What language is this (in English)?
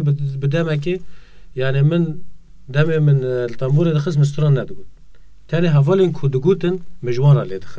Kurdish